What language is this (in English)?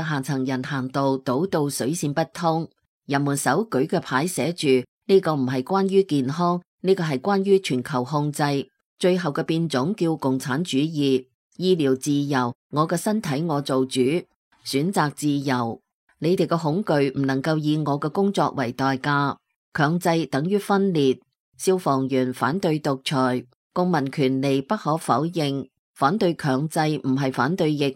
Cantonese